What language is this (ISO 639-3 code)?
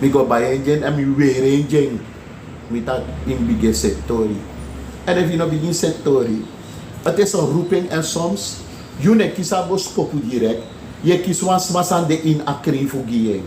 srn